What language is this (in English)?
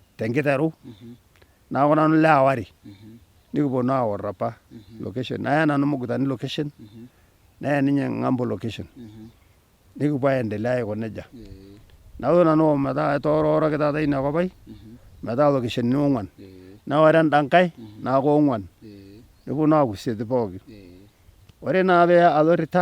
Masai